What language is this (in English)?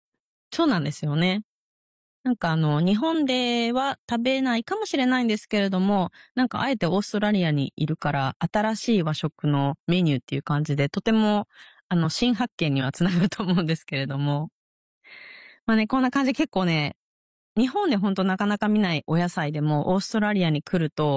Japanese